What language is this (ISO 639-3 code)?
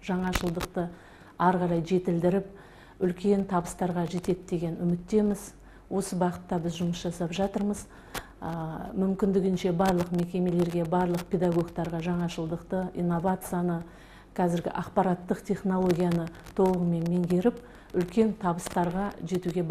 kaz